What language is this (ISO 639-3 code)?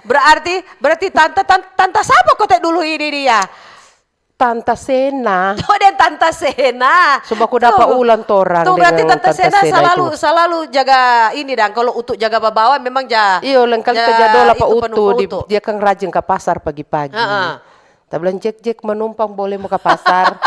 xmm